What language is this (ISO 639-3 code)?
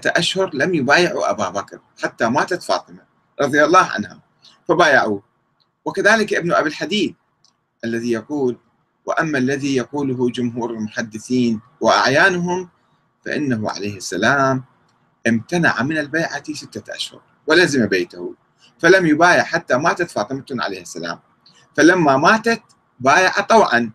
ara